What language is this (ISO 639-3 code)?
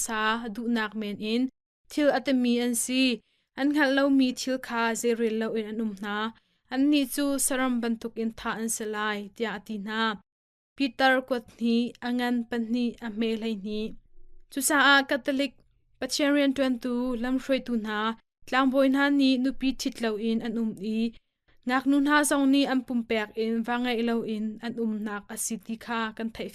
cnh